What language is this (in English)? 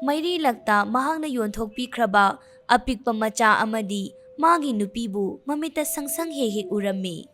Manipuri